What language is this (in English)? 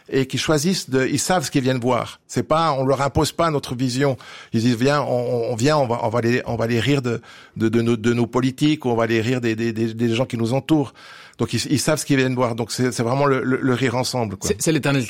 French